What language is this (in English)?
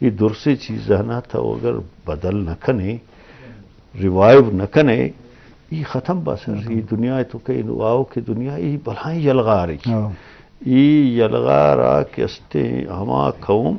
Eastern Balochi